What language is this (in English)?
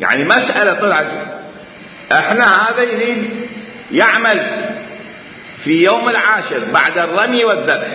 Mesopotamian Arabic